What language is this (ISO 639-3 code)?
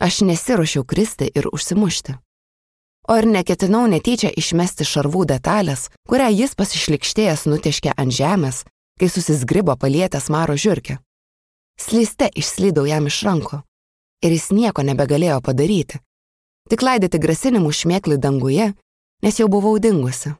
lit